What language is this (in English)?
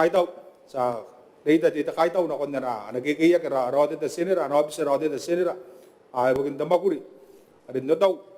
Gilbertese